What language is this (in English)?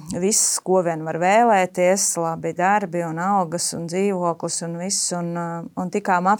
Latvian